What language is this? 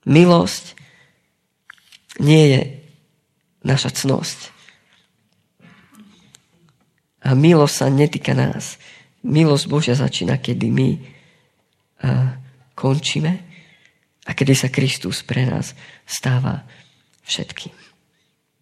Slovak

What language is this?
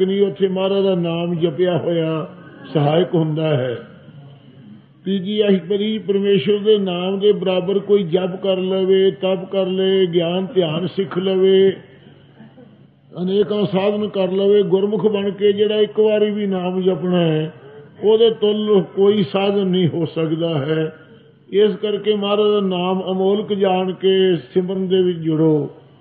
Punjabi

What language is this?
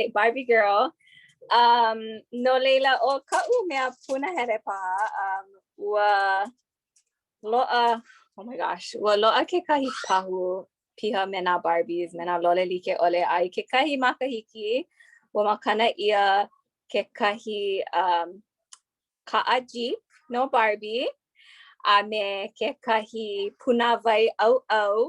Hawaiian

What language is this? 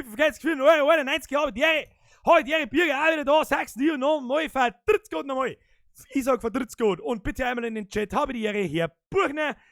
Bavarian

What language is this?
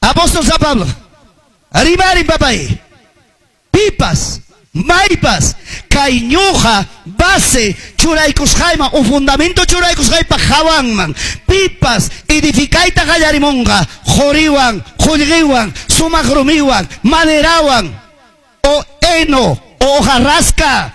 Ayacucho Quechua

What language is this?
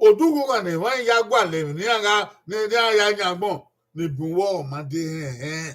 Bini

